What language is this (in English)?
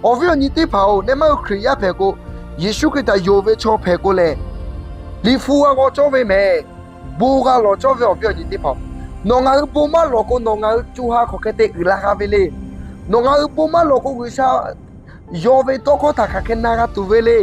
Lahu